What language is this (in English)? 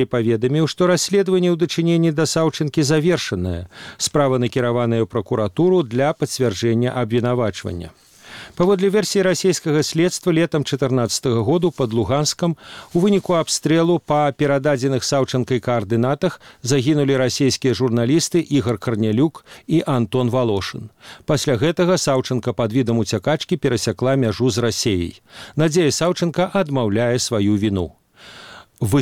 Belarusian